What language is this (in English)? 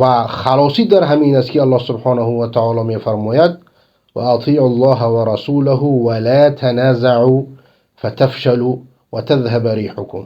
Persian